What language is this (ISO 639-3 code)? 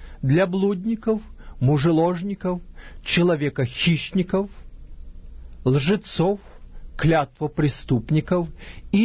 rus